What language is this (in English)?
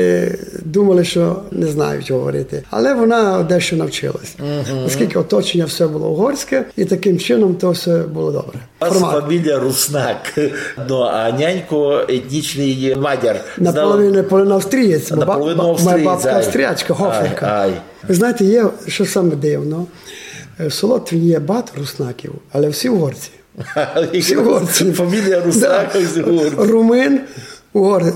Rusyn